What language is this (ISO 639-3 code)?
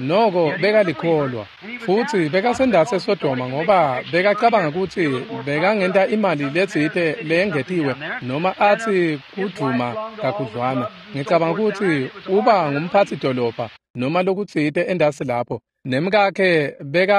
ssw